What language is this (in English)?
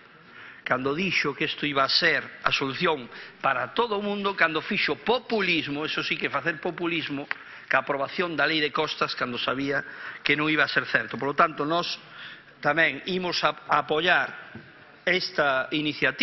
Galician